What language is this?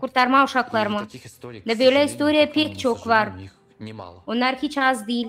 Gagauz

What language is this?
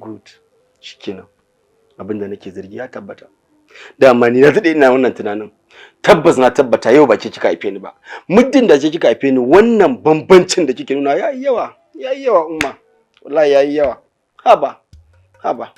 Hausa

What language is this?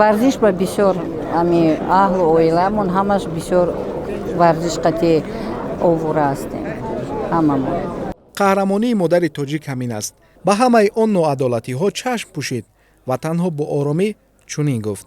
Tajik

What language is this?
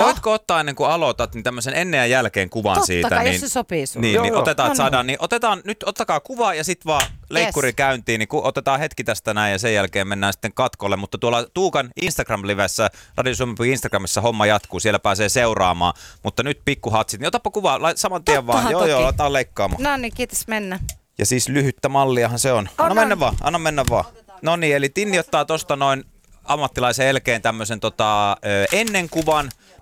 Finnish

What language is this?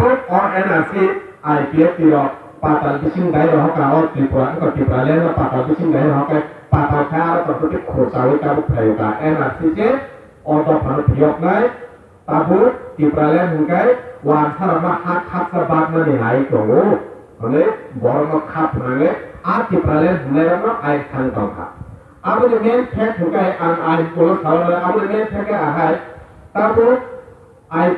Kok Borok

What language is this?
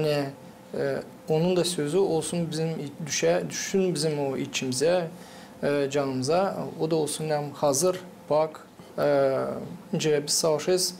Gagauz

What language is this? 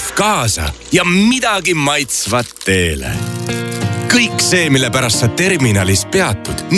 Estonian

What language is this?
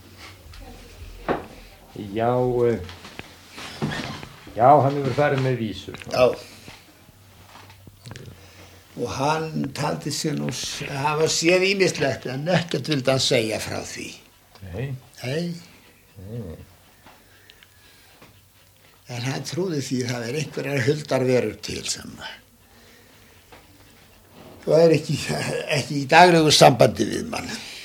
Icelandic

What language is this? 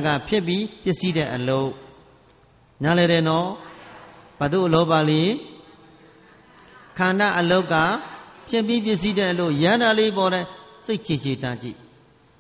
Burmese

